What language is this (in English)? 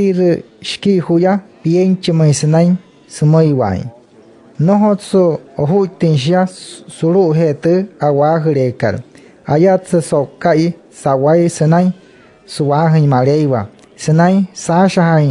Wayuu